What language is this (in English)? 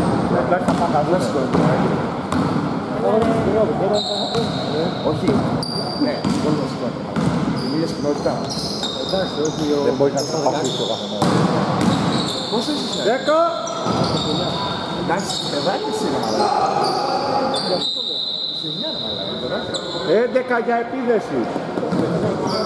Greek